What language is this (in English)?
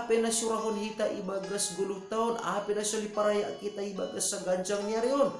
Batak Simalungun